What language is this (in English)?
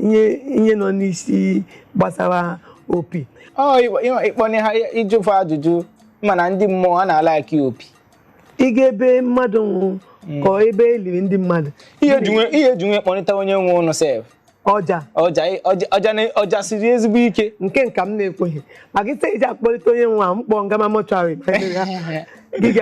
Igbo